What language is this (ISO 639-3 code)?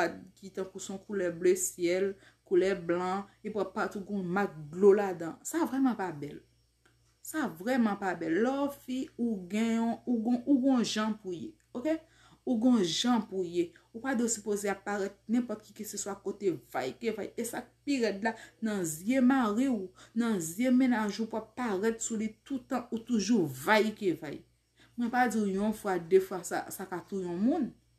hat